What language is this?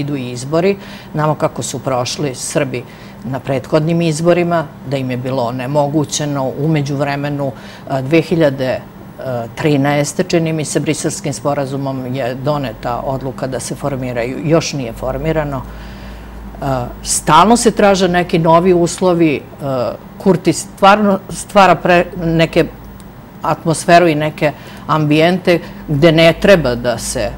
Serbian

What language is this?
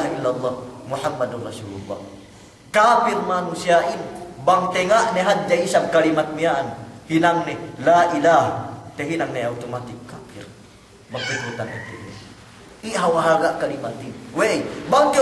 Yakan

